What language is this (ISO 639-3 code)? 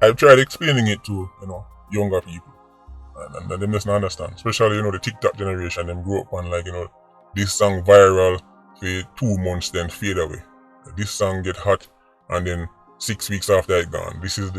jam